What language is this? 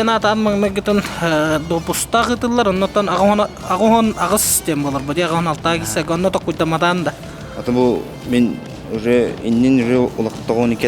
Yakut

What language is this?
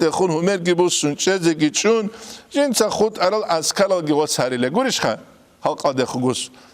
Avaric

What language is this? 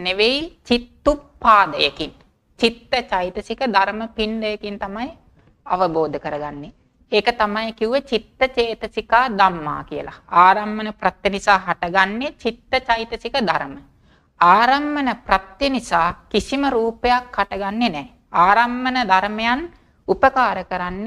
Sinhala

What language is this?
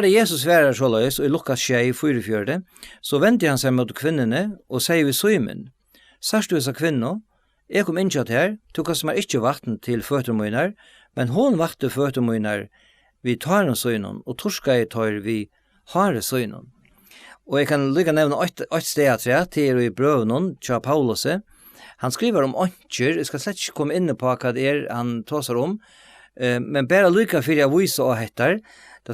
Faroese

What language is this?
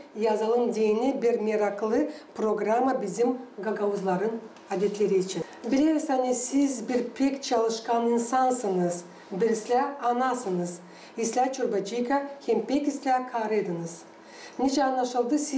Gagauz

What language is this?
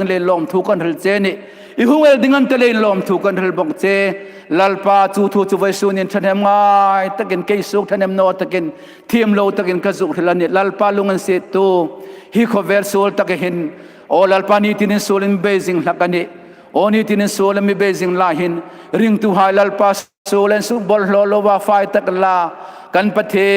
Hmar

